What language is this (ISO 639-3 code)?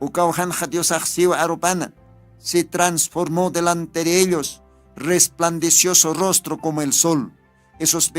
aym